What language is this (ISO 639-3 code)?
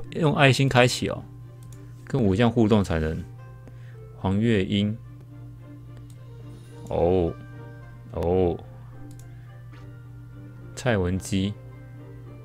zho